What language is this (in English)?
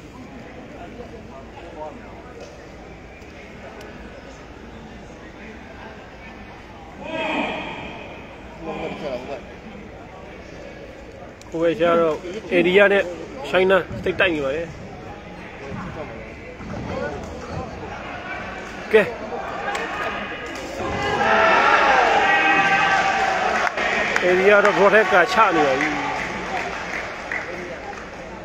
Burmese